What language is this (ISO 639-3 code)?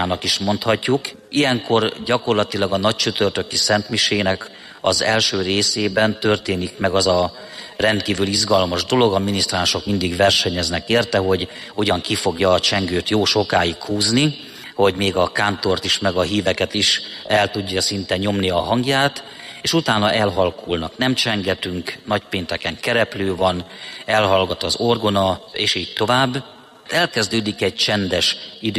hun